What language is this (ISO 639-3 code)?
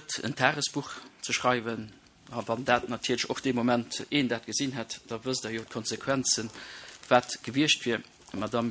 ltz